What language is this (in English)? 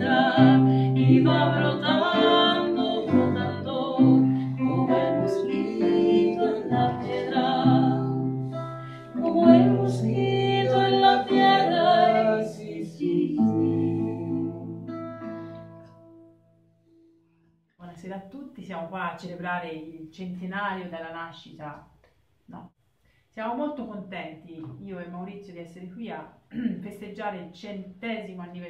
Italian